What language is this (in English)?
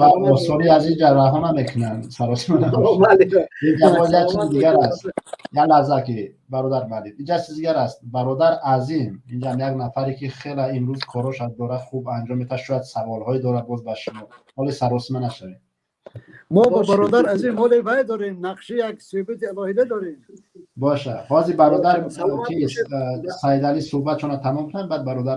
Tajik